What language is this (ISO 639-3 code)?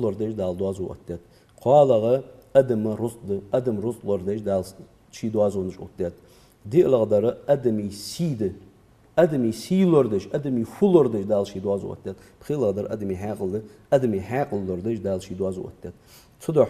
inh